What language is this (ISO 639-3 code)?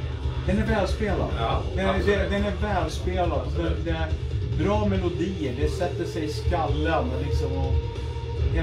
swe